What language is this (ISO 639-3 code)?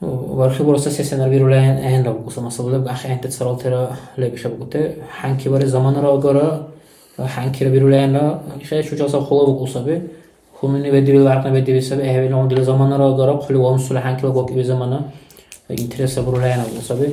dar